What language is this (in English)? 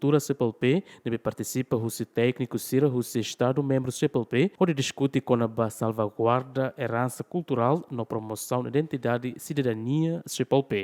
Tetum